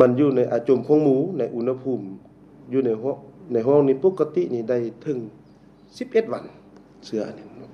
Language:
Lao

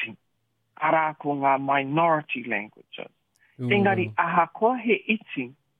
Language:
Māori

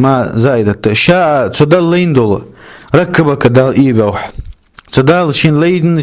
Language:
Ingush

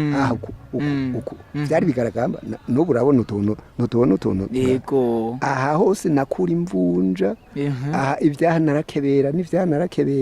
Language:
Rundi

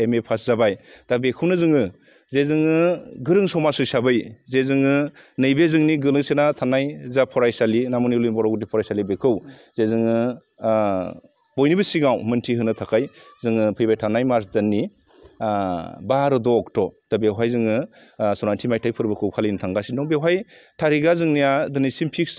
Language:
Bodo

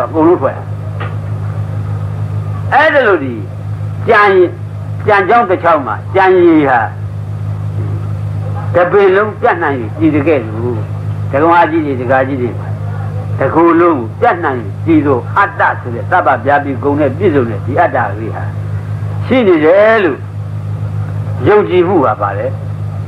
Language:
Burmese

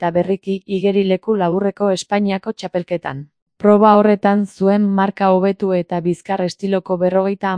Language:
Basque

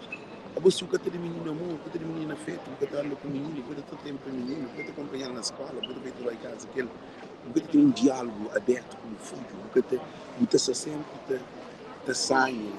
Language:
Kabuverdianu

